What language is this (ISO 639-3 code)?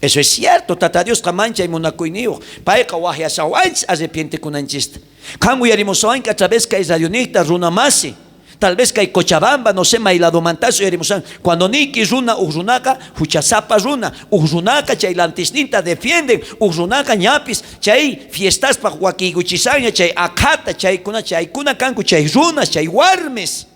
quh